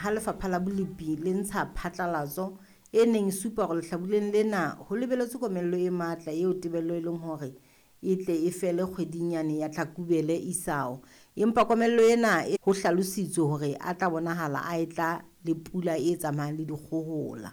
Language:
Southern Sotho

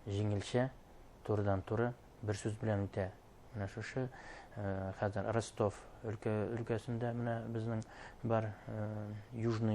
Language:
Bashkir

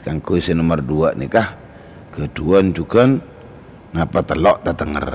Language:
Madurese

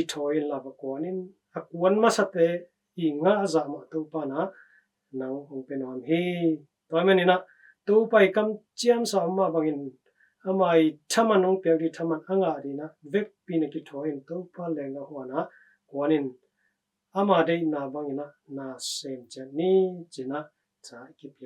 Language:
Tedim Chin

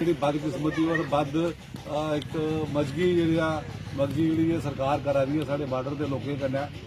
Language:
Dogri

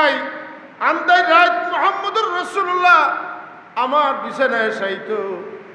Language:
Sylheti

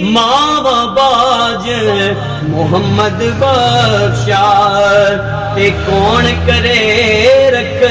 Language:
Pahari-Potwari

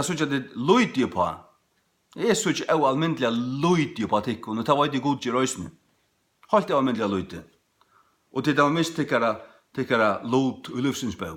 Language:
Faroese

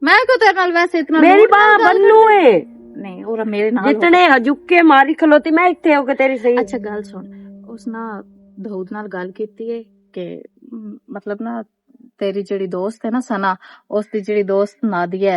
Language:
Western Panjabi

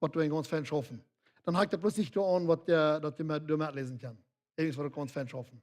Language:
Plautdietsch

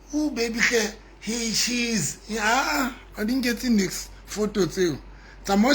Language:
Southern Sotho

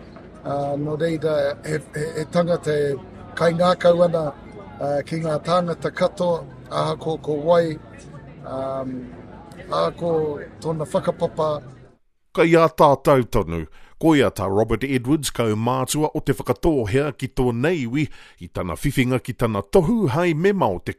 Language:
Māori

